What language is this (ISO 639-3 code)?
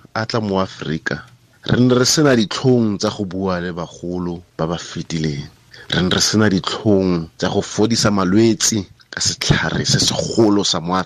tsn